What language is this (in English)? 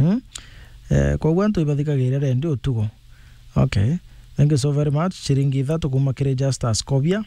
Meru